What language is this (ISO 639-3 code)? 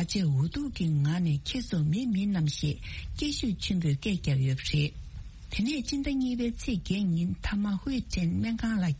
bod